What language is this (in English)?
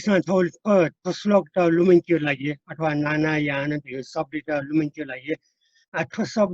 Newari